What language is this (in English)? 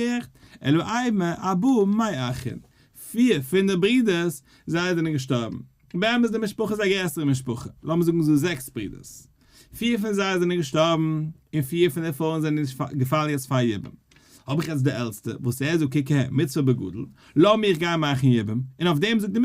Yiddish